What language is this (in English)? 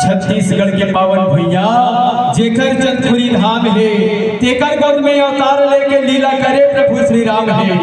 Chhattisgarhi